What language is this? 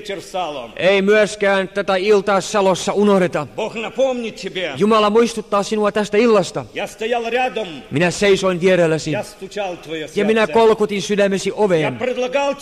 Finnish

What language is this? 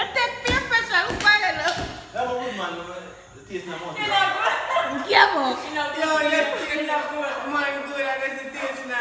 Jamaican Creole English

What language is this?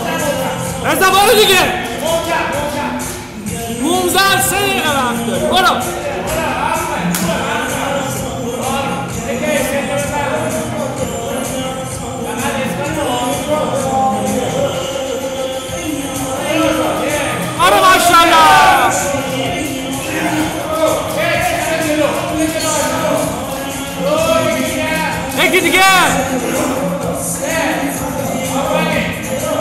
Persian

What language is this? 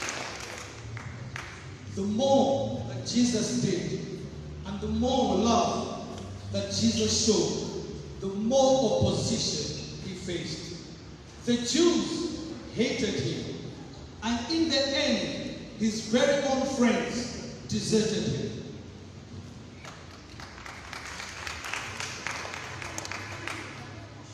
English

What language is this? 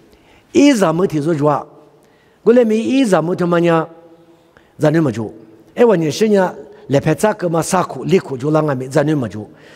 Lisu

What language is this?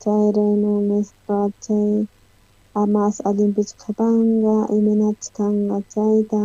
South Bolivian Quechua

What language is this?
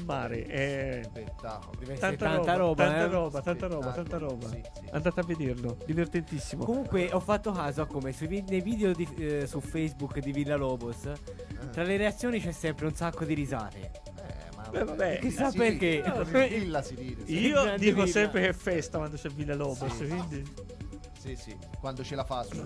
Italian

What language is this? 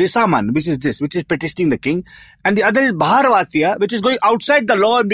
English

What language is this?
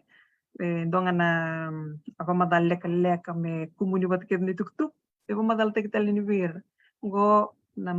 Fijian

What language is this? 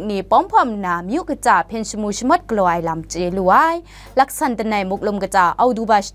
Kachin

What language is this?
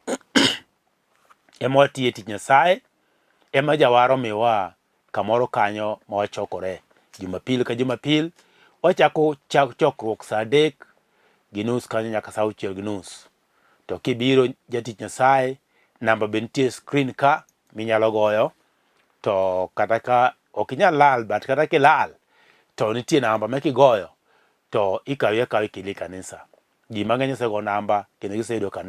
Luo (Kenya and Tanzania)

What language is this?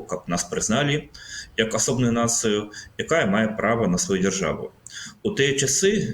Belarusian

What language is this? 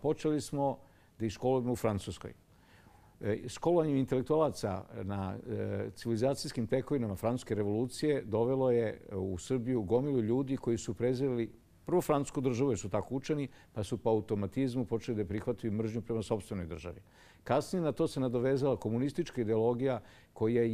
Serbian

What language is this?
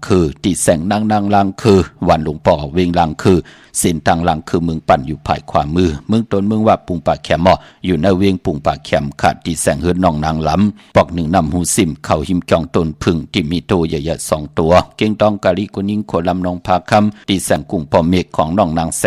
Shan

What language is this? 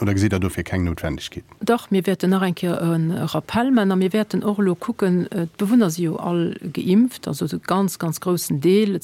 Luxembourgish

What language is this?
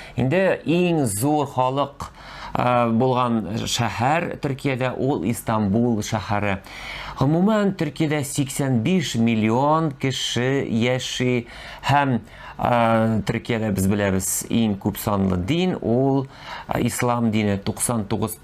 Tatar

